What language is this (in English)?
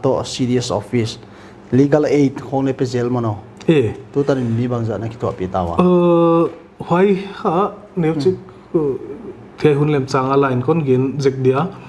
Paite Chin